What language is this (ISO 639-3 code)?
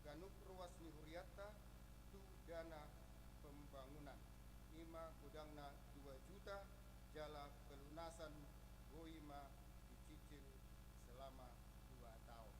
bbc